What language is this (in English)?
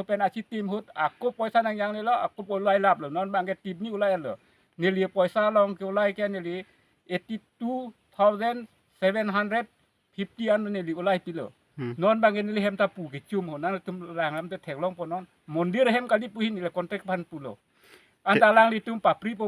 Karbi